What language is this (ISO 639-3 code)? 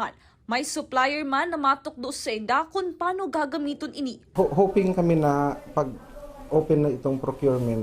bik